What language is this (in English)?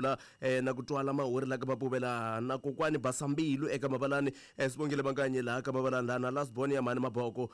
Tsonga